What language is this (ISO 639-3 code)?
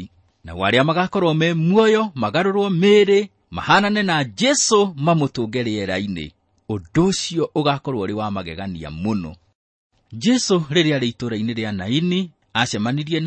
kik